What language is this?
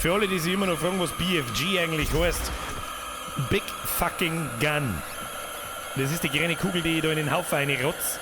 Bavarian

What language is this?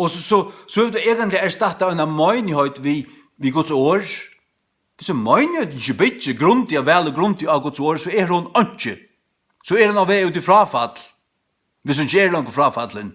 Faroese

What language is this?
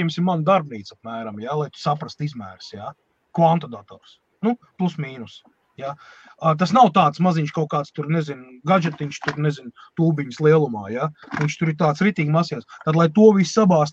Latvian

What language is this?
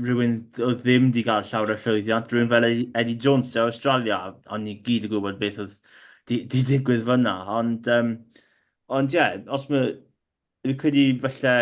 Welsh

